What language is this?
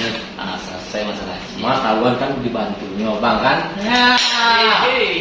Minangkabau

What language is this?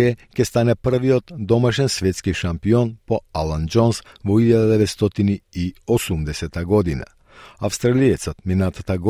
Macedonian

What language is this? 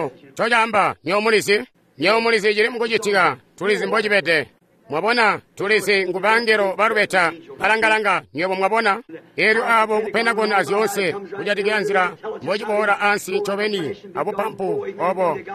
Tonga (Zambia)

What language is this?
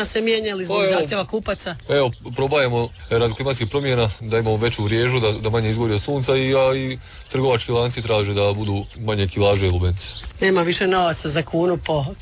Croatian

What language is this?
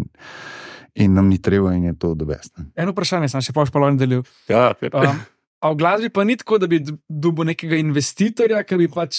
Slovenian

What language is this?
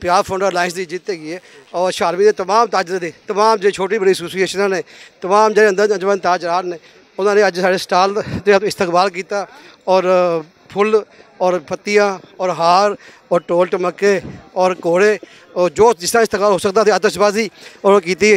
Western Panjabi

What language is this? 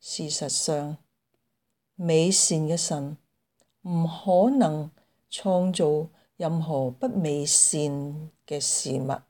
Cantonese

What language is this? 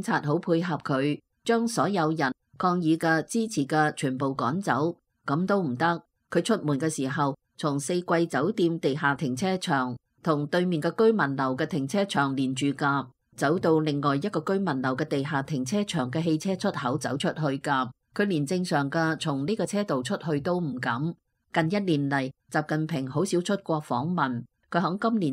Cantonese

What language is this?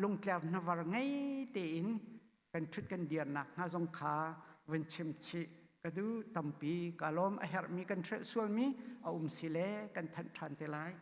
Hakha Chin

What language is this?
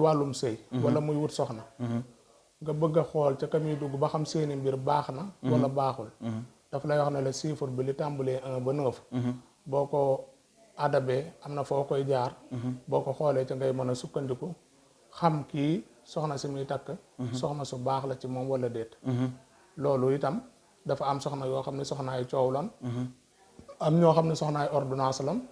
Wolof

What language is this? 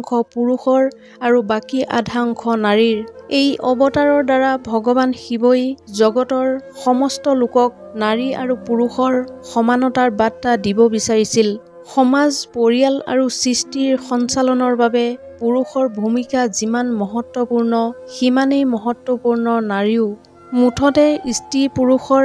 Assamese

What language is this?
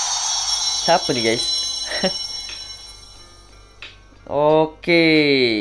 Malay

